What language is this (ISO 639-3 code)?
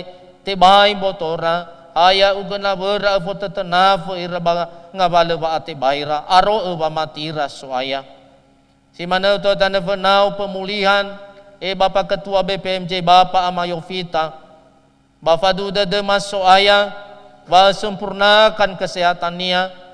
nia